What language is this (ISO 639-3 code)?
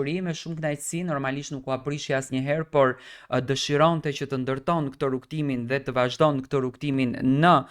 sqi